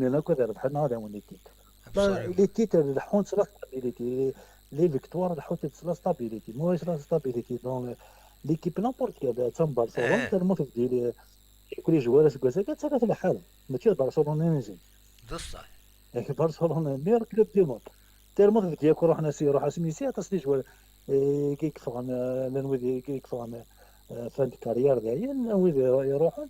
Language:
Kabyle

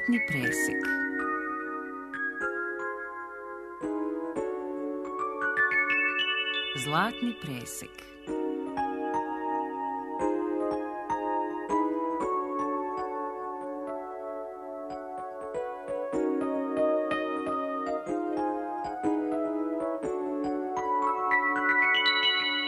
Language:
Serbian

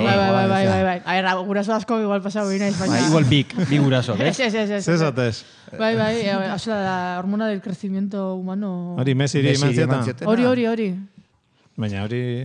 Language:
Basque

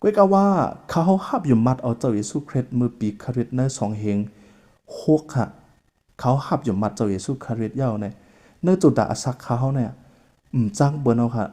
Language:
Shan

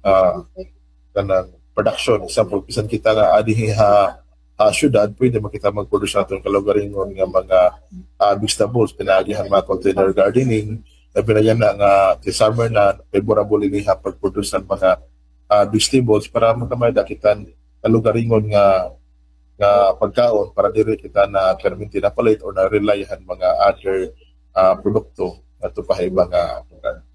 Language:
Waray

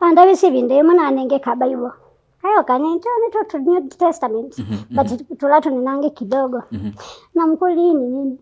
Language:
Kamba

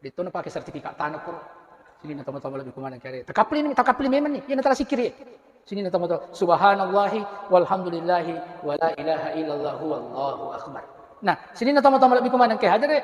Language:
Buginese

